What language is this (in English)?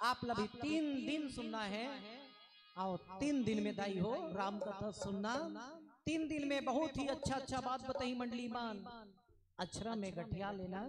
Chhattisgarhi